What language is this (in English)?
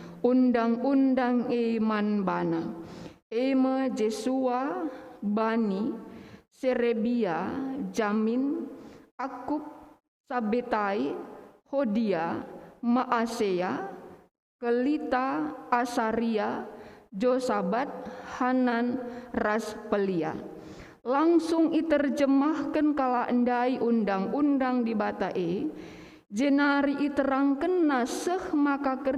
Batak Karo